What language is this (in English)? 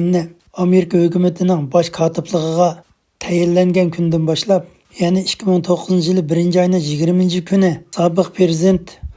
Uyghur